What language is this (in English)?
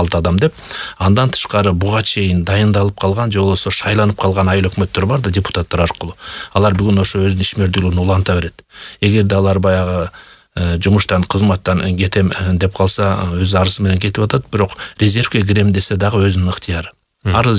Kyrgyz